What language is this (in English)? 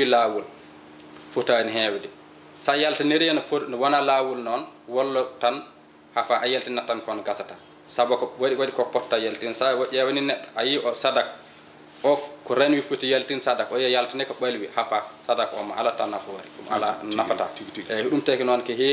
Fula